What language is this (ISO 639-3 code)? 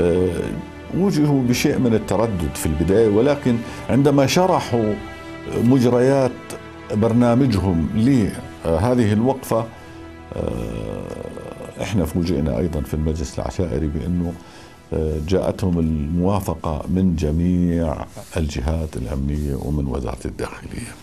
apc